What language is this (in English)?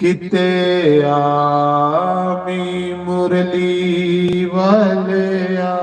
Dogri